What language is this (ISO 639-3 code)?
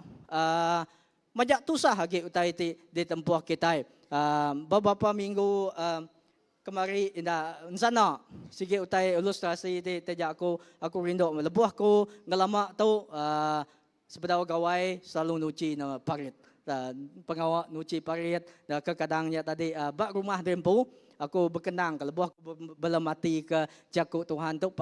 iba